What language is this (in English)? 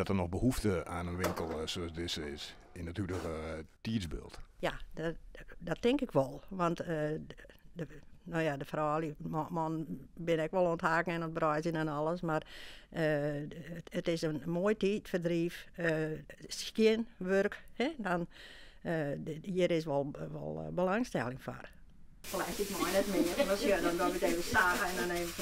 Western Frisian